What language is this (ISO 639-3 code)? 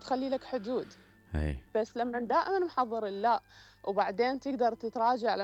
acm